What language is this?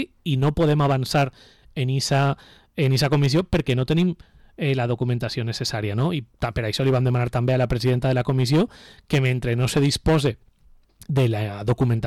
Catalan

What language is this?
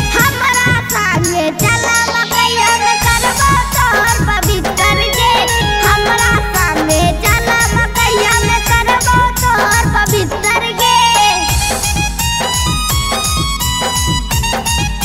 Bhojpuri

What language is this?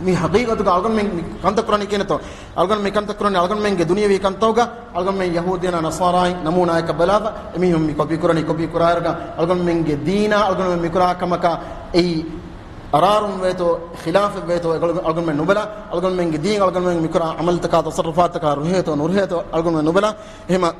Divehi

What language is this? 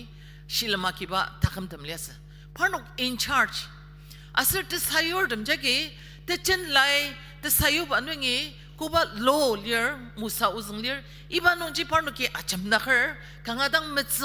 Ao Naga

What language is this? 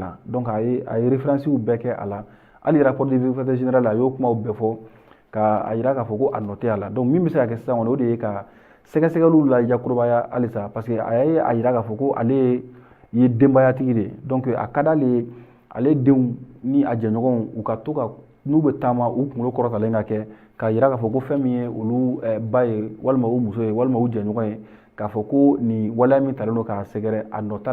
Bambara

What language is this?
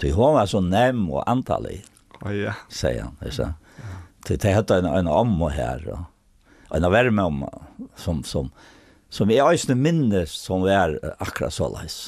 Faroese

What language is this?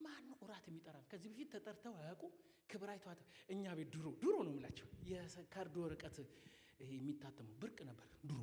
Amharic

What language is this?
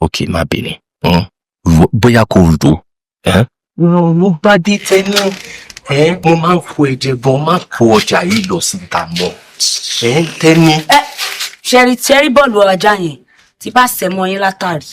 Yoruba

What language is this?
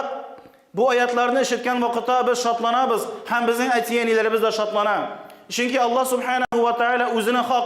Tatar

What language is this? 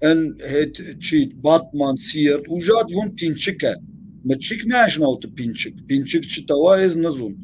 Zaza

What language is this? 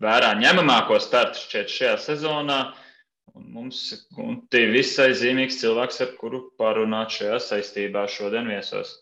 Latvian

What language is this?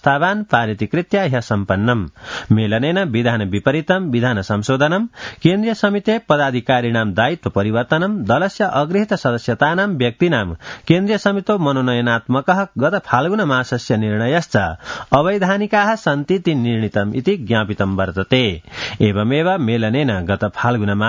Sanskrit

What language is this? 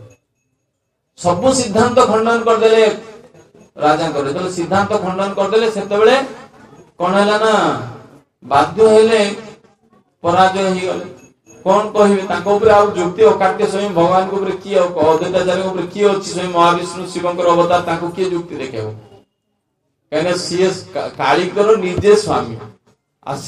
Odia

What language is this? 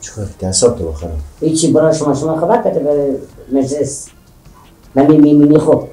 Persian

